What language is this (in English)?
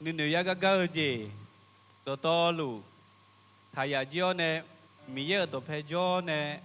Akha